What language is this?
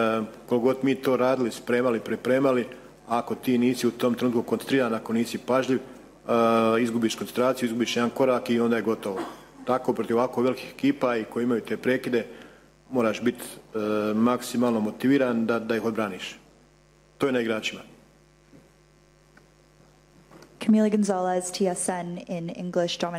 Croatian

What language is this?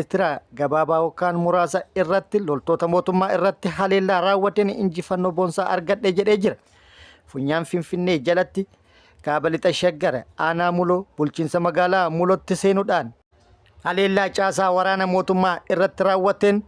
Oromo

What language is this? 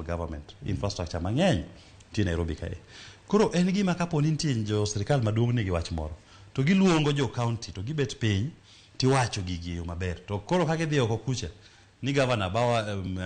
Luo (Kenya and Tanzania)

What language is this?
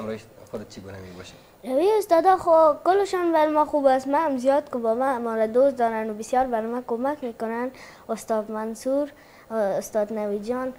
Persian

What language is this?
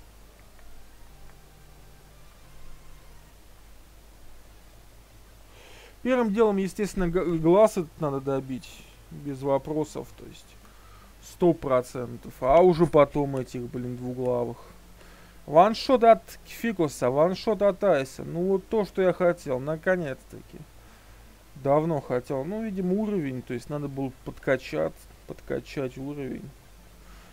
Russian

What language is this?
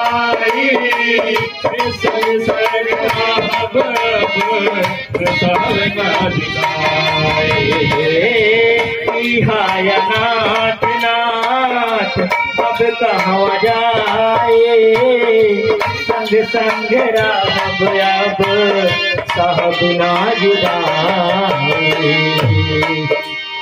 Bhojpuri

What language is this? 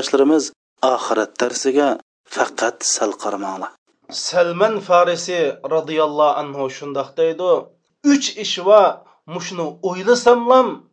Uyghur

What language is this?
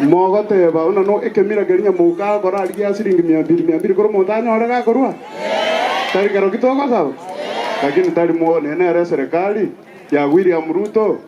Gusii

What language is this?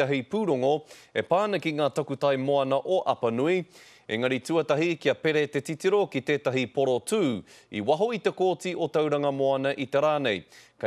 Māori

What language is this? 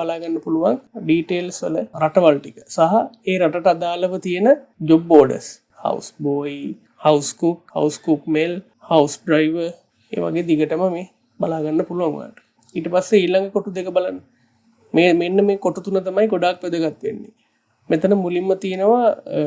Sinhala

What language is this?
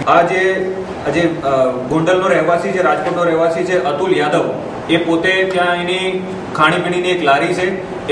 Gujarati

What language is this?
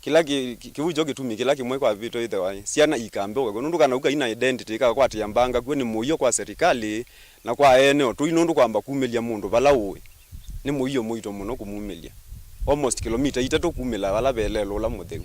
Kamba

